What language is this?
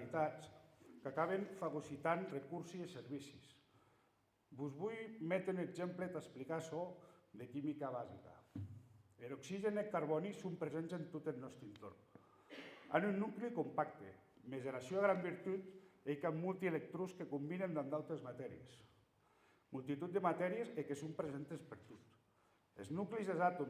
Occitan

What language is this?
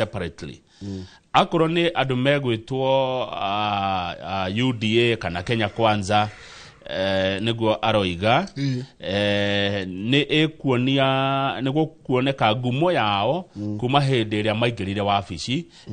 Kikuyu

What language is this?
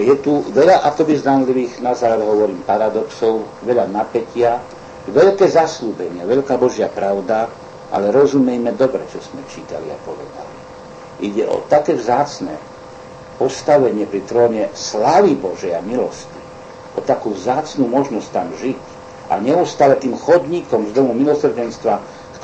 Slovak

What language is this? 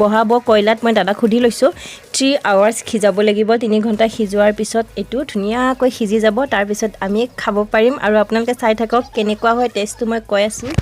Assamese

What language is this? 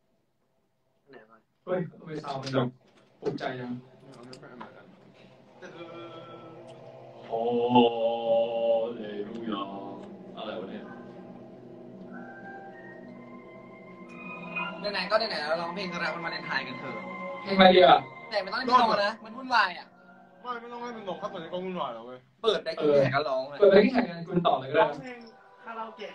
Thai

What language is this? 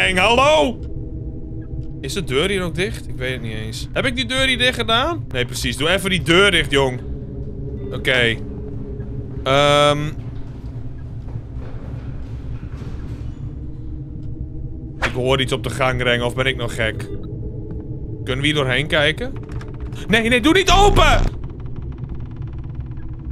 Dutch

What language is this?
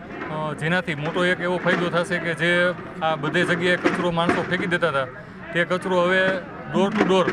Gujarati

